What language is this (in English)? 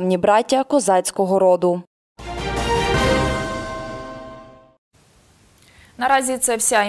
Ukrainian